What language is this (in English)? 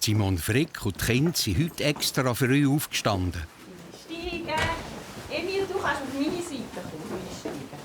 Swiss German